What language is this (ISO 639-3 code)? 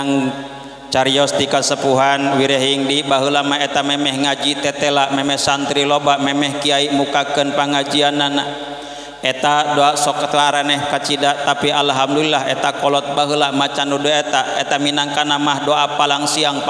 sun